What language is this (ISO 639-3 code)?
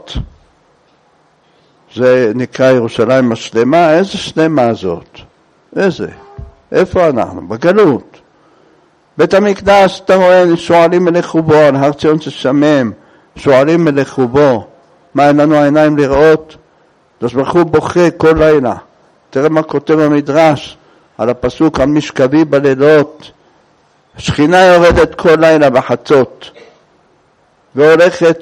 heb